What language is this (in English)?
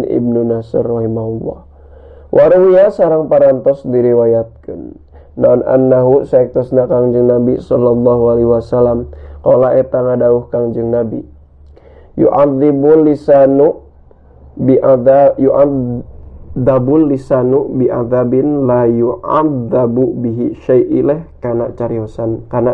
Sundanese